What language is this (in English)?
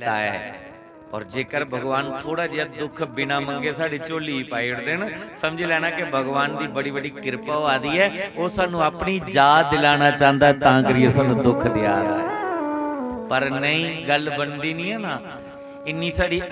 Dogri